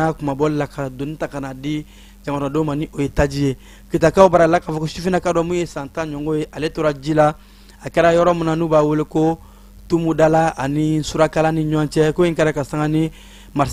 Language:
Bambara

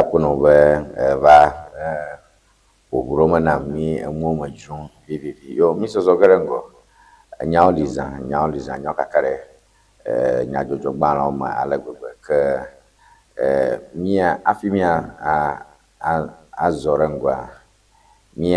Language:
Ewe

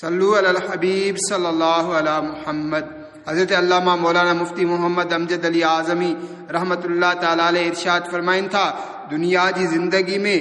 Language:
Sindhi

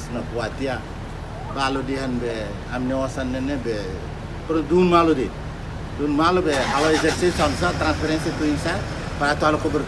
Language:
Tetum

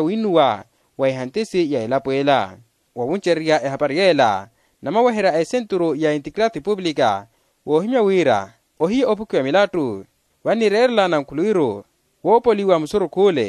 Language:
Makhuwa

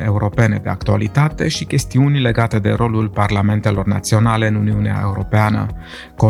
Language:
Romanian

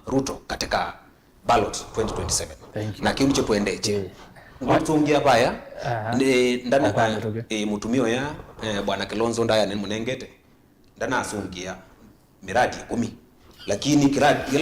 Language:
Kamba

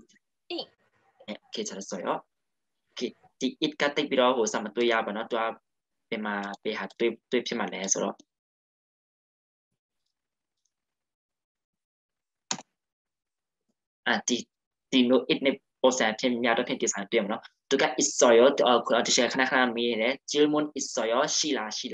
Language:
Burmese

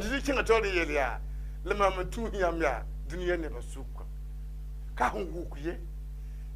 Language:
Mossi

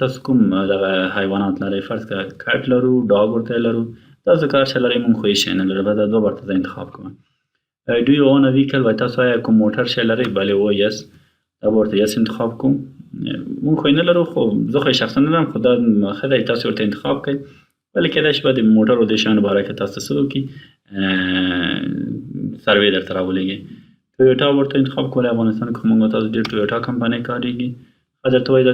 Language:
Pashto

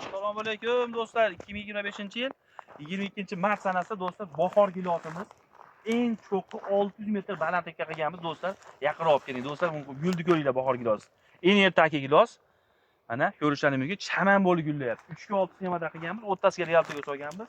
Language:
Uzbek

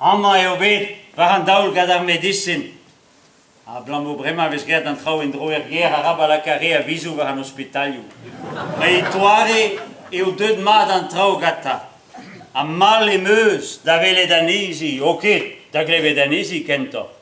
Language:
Breton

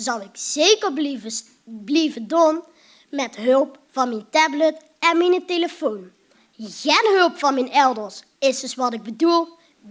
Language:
Limburgish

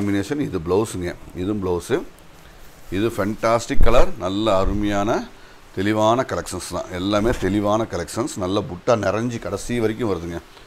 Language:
Tamil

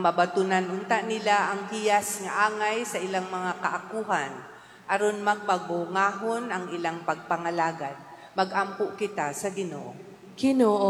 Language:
Cebuano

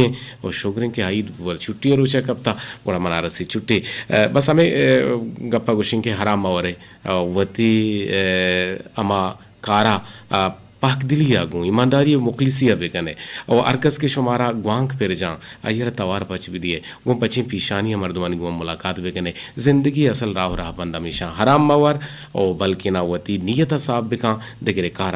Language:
Eastern Balochi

